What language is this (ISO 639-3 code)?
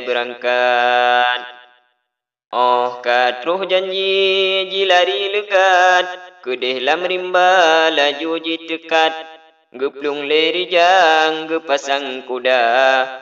ace